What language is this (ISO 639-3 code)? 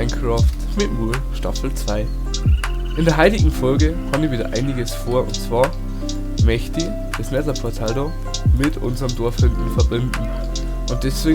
bar